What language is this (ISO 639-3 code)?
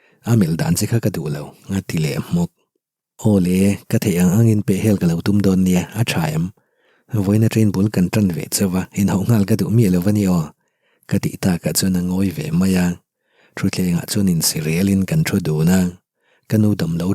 lus